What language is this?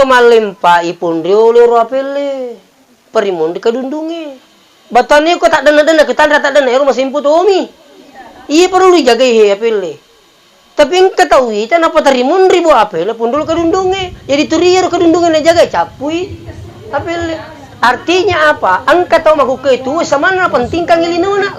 Buginese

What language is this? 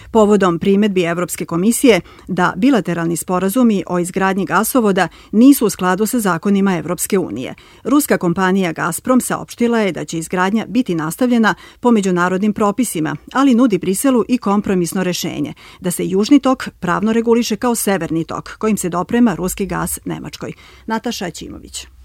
Serbian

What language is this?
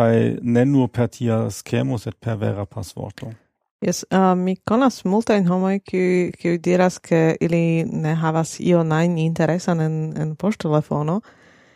Esperanto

